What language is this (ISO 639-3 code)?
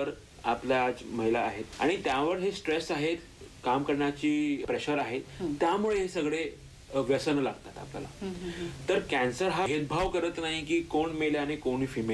mar